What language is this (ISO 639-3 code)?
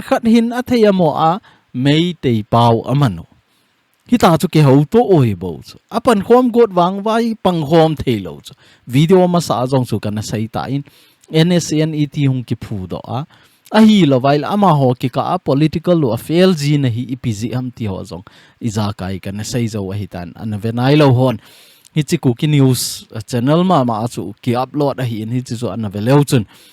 tcz